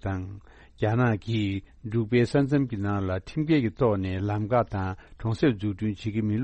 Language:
Tibetan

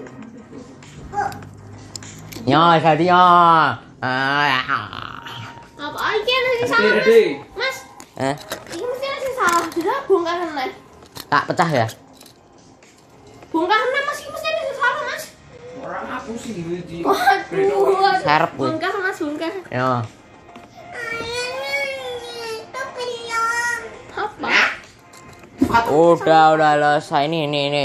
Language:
Indonesian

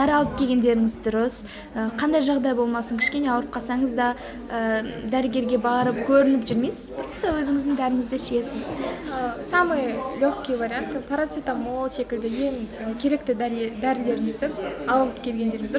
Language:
Kazakh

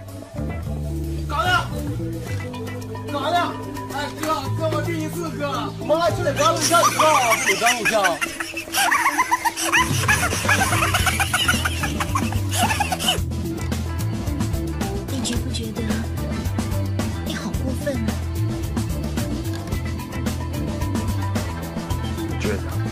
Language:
Chinese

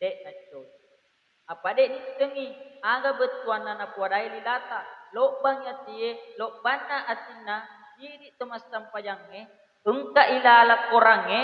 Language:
Buginese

